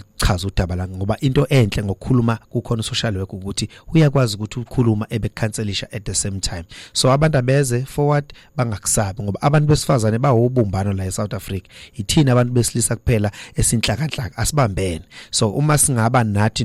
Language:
Zulu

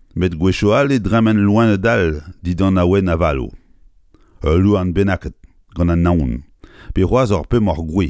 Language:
Breton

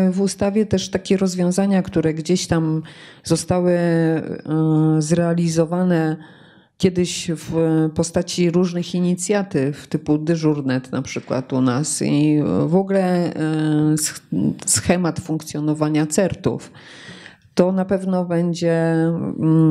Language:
Polish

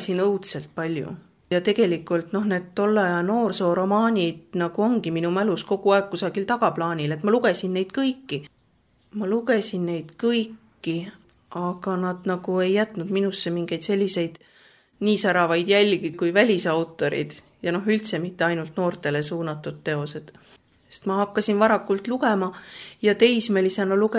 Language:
Estonian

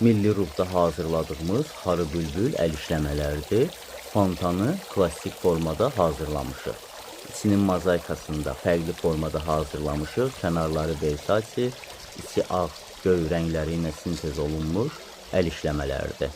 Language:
Azerbaijani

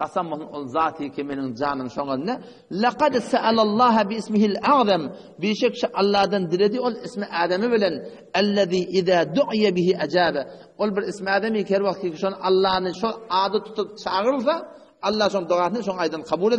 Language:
Turkmen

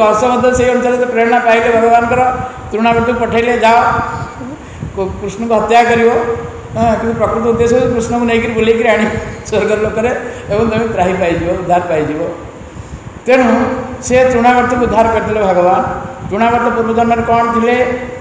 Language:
Odia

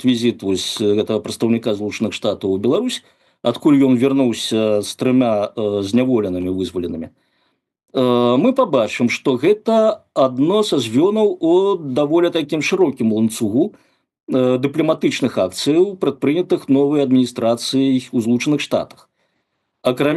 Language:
Belarusian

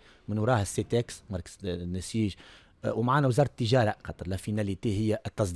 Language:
Tunisian Arabic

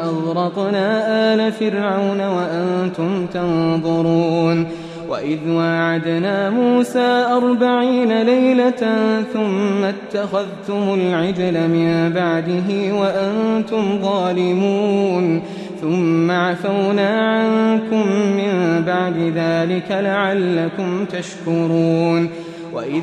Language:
Arabic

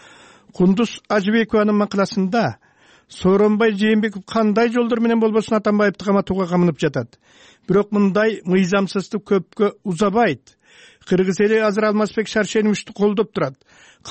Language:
Kyrgyz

